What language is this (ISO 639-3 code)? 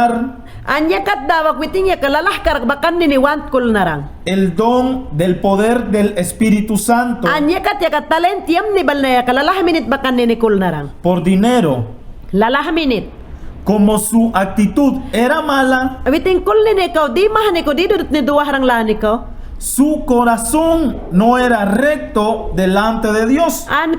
yan